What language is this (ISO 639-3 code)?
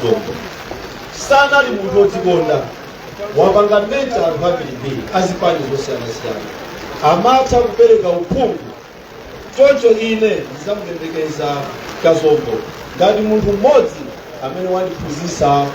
nya